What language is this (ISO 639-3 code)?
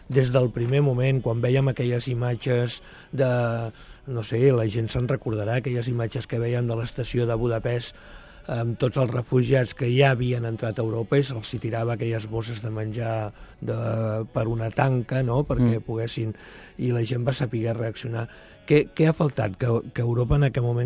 cat